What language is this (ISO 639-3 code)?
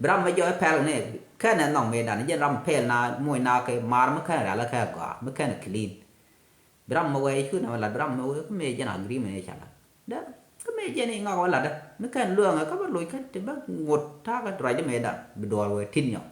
nus